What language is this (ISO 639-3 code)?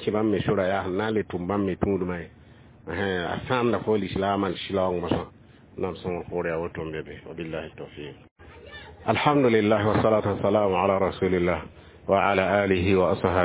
mos